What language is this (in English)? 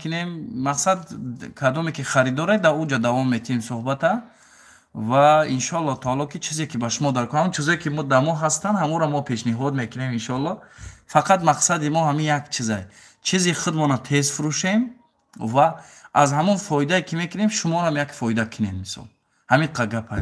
Tajik